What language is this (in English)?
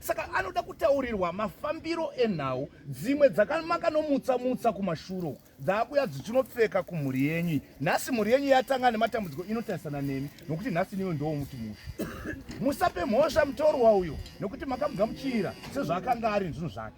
Shona